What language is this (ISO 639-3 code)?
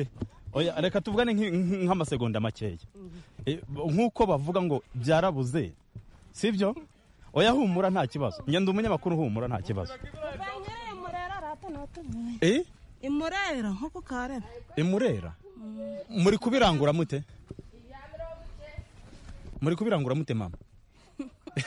kin